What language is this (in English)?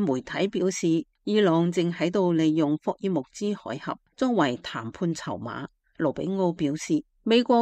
Cantonese